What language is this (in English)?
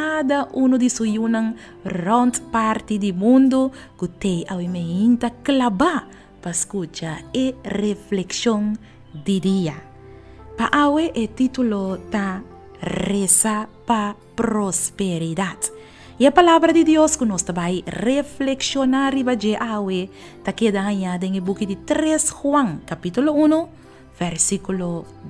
Papiamento